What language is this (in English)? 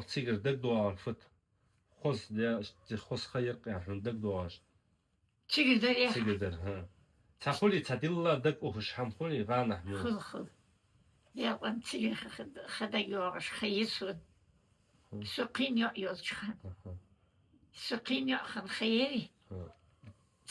Ingush